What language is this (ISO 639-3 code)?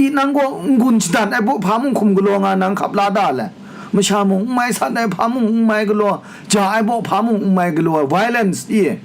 kac